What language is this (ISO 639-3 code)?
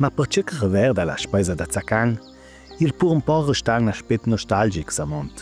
lld